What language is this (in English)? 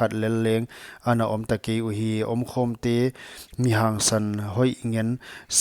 Paite Chin